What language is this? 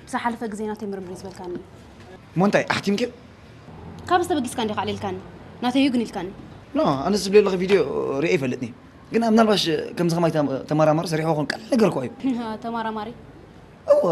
Tigrinya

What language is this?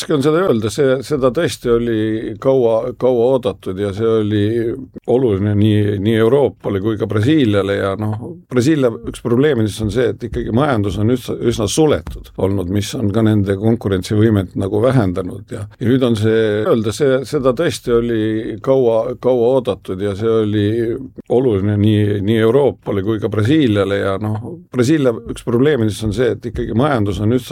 Estonian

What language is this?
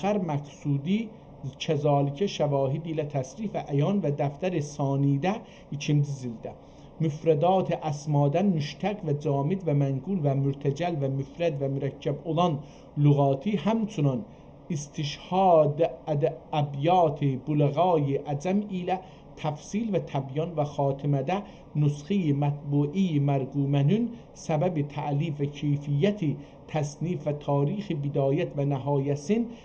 South Azerbaijani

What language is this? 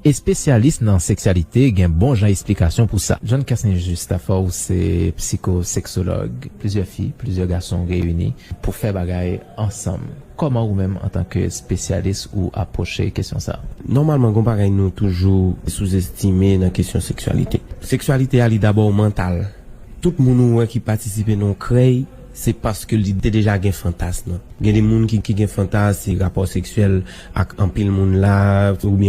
Haitian Creole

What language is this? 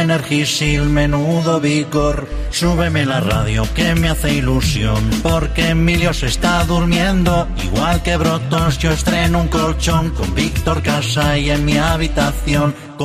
Spanish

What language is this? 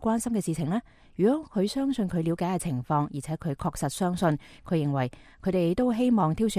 Cantonese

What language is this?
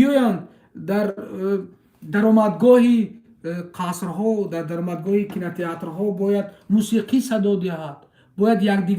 Tajik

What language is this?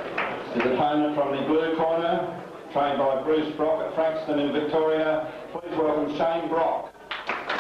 English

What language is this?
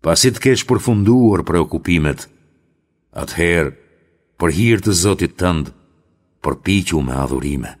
Albanian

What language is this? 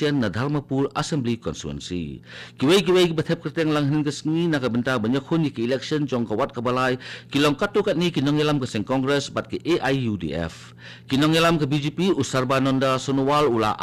Khasi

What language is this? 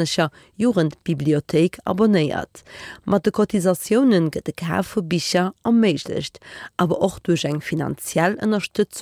Luxembourgish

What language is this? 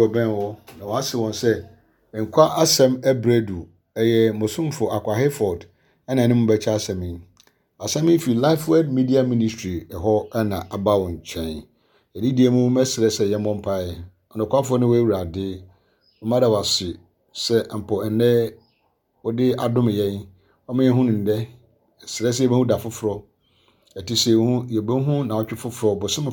Akan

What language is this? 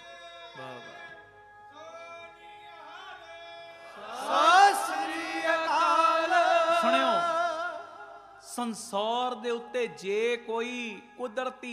Punjabi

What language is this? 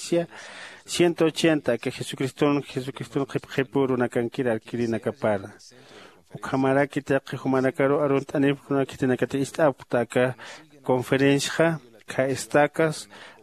Aymara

